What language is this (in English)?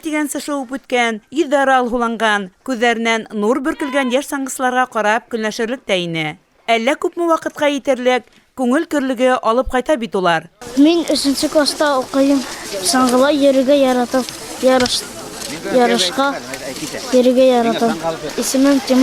Bashkir